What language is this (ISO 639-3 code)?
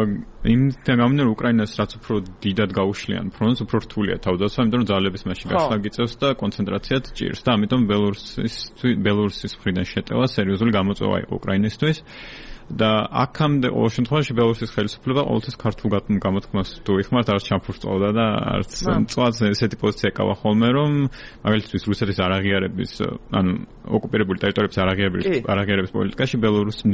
kat